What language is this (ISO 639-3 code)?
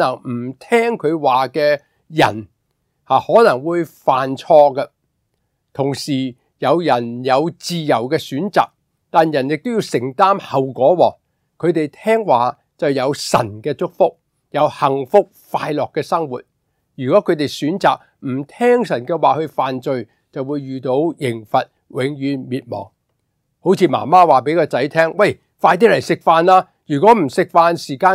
yue